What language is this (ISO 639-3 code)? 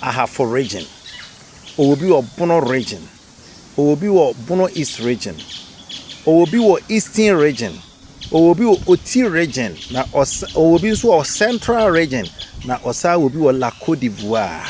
aka